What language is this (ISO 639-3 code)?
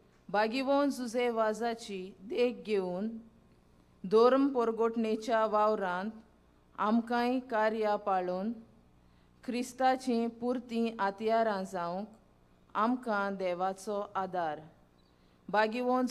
kok